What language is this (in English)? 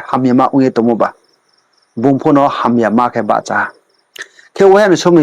Riang (India)